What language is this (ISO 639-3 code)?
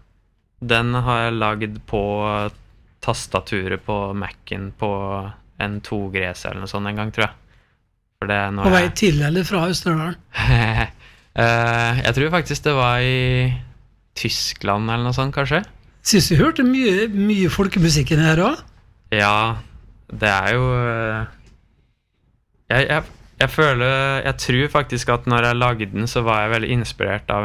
nor